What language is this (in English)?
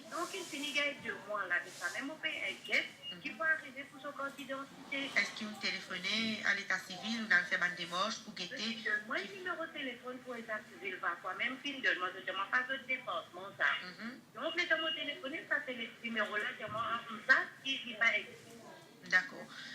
Morisyen